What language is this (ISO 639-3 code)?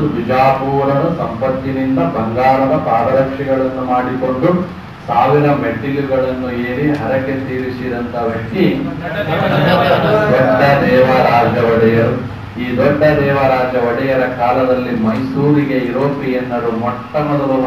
kan